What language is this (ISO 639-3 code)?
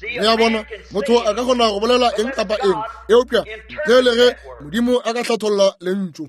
nso